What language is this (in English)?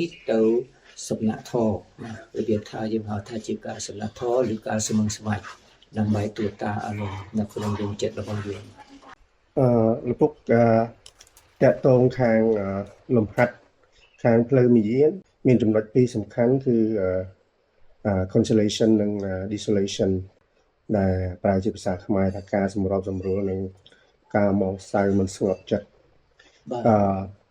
Khmer